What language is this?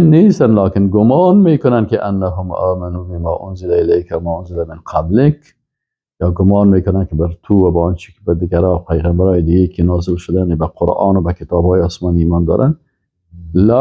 Persian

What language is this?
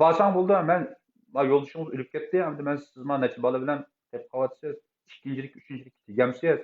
Uyghur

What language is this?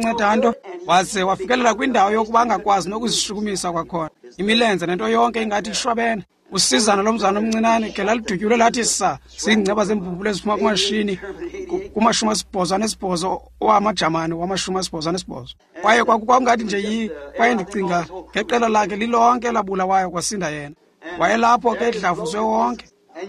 Xhosa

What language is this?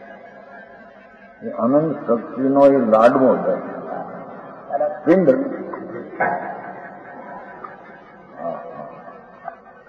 Gujarati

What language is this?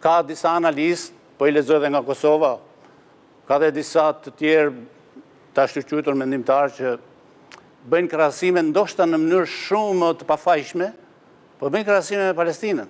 Albanian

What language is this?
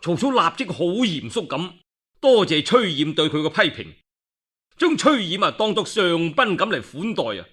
Cantonese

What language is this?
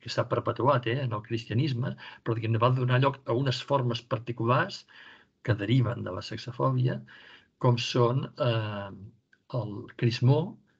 Catalan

